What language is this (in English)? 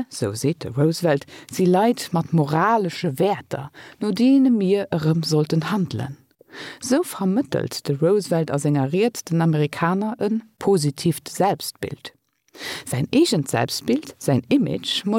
Luxembourgish